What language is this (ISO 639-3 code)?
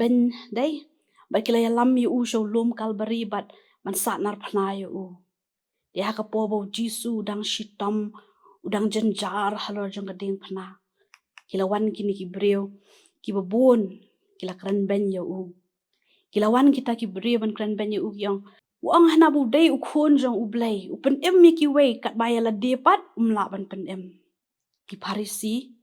kha